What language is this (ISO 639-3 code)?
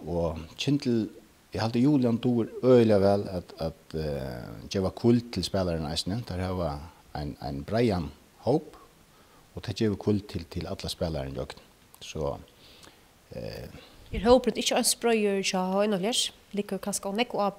fao